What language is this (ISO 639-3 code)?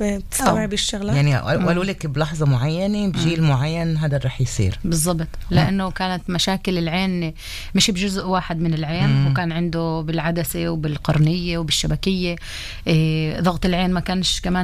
apc